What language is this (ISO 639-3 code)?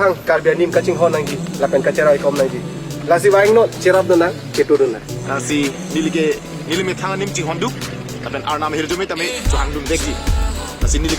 mjw